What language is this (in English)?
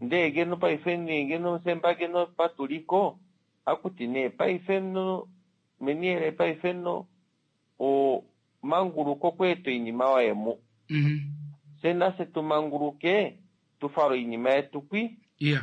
Kuanyama